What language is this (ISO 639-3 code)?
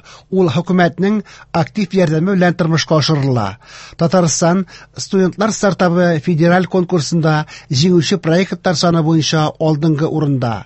tat